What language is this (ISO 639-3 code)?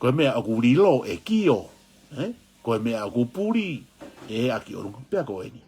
ton